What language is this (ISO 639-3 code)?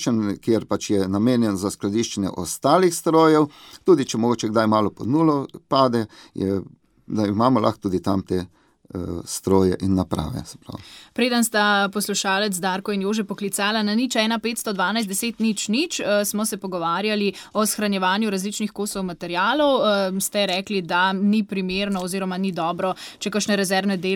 slv